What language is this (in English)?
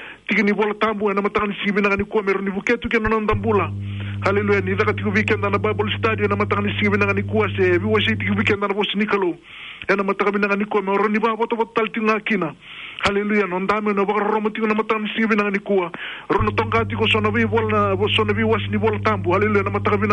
Fijian